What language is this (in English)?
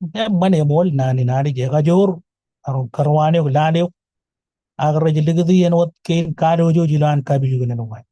Marshallese